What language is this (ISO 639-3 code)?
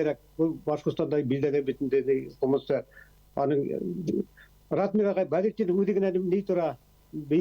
bak